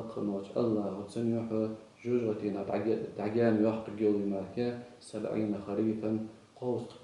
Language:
Ingush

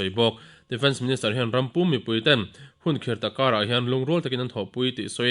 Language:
Mizo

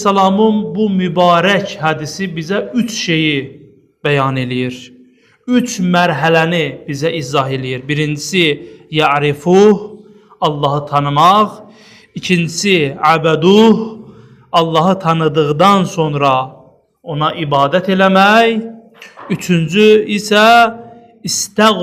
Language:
Azerbaijani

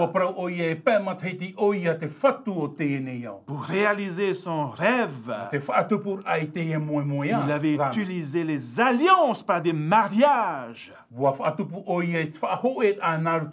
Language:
Tahitian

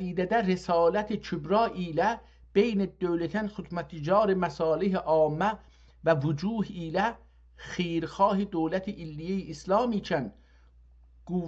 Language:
South Azerbaijani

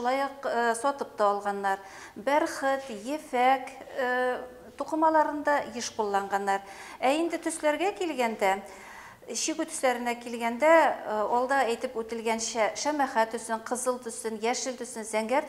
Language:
Bashkir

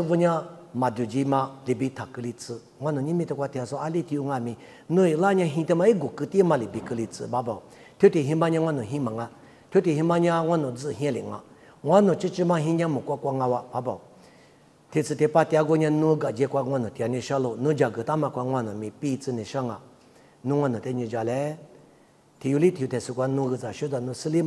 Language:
Lisu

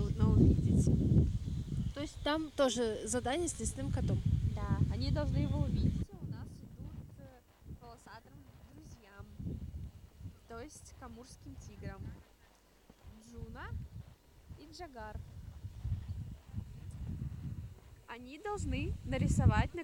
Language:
Russian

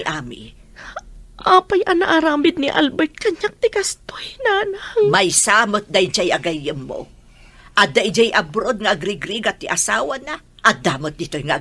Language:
Iloko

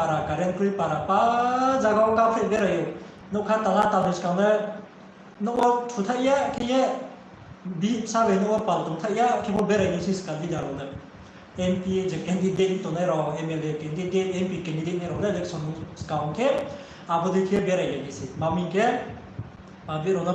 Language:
Riang (India)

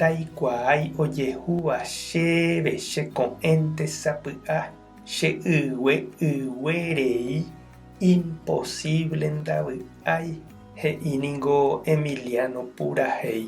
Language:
Guarani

